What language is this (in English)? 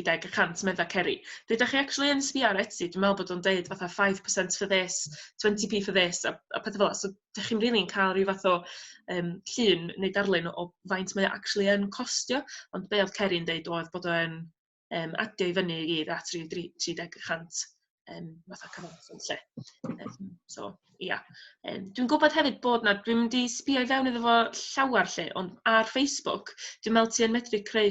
Welsh